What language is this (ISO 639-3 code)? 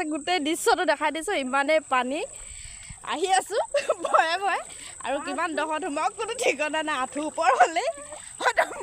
asm